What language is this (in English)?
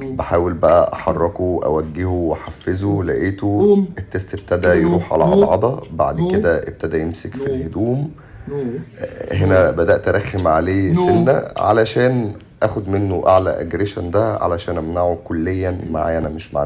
Egyptian Arabic